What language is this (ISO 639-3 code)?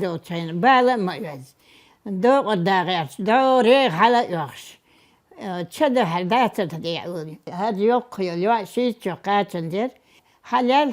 che